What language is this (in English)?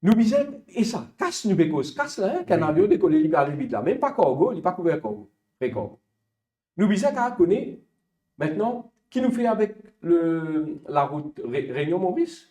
Morisyen